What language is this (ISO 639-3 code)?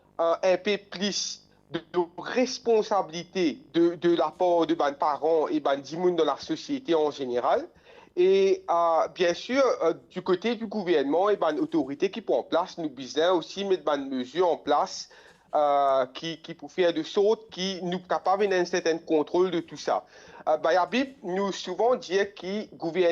mfe